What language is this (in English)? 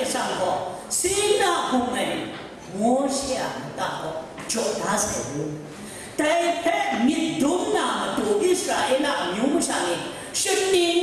Kachin